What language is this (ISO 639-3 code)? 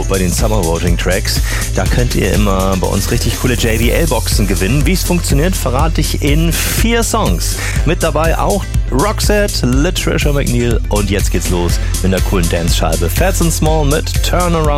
deu